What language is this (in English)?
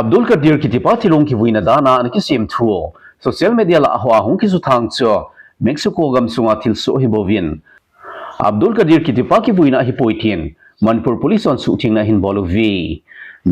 Thado Chin